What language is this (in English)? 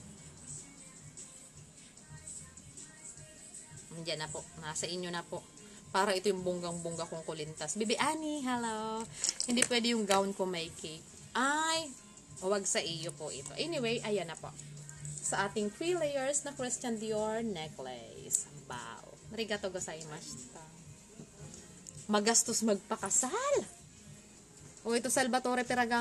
Filipino